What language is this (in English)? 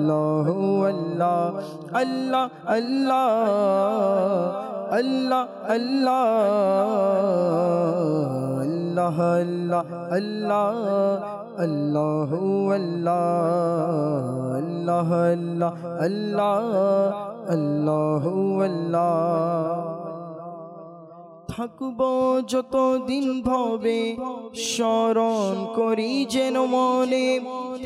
Bangla